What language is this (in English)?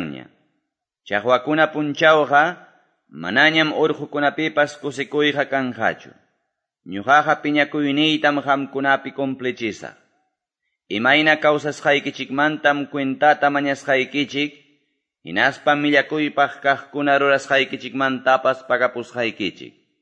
Quechua